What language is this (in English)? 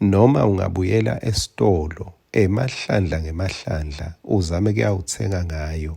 Swati